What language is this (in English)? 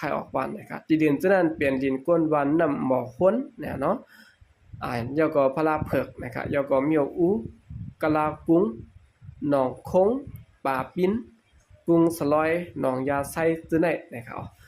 Shan